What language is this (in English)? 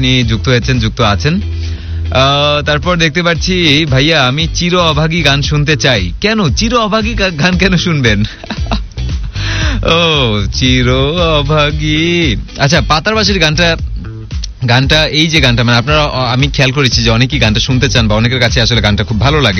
Bangla